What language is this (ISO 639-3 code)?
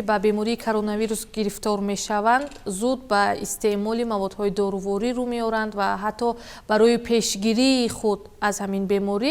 fas